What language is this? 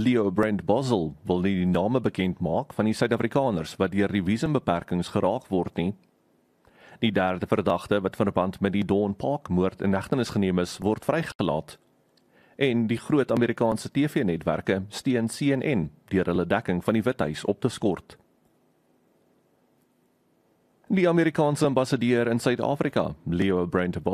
Afrikaans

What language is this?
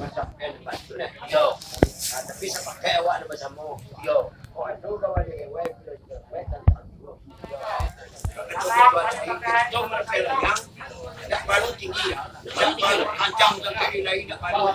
Minangkabau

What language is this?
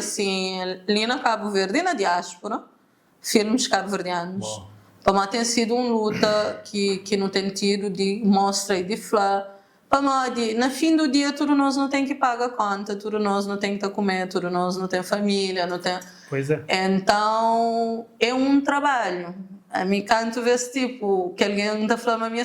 Kabuverdianu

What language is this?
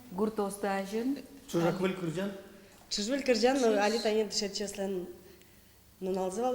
Udmurt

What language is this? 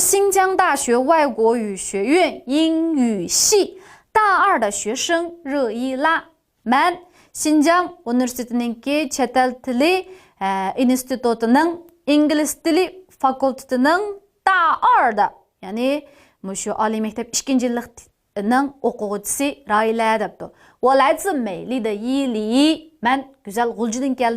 Uyghur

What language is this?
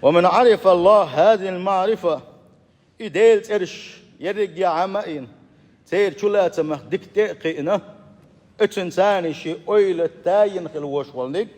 Chechen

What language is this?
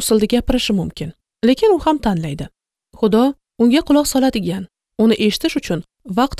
Uzbek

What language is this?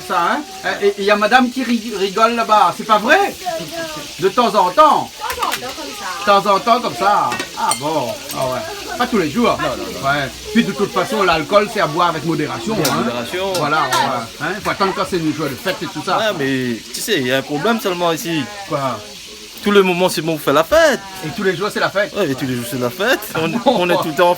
Réunion Creole French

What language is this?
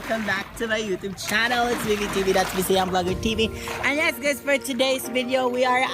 Cebuano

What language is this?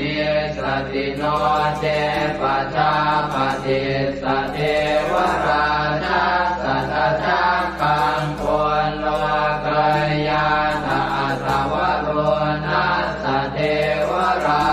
Pali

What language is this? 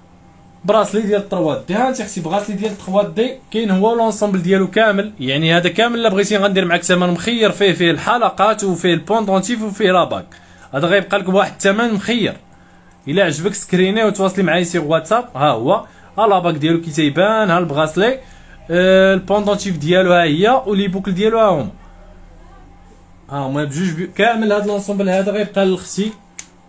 Moroccan Arabic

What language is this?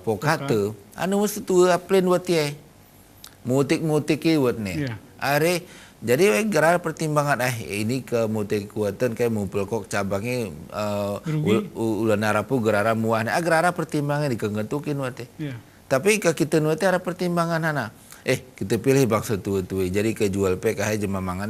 Gayo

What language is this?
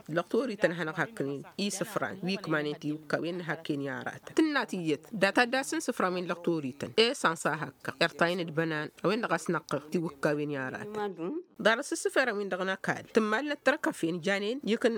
Tamasheq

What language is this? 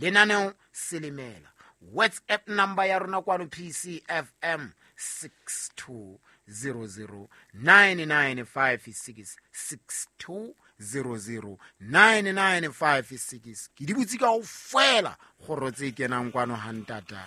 Southern Sotho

